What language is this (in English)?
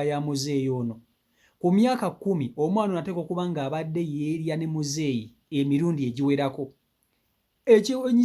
Ganda